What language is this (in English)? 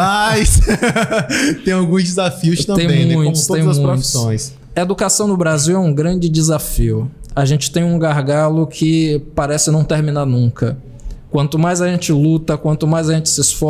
Portuguese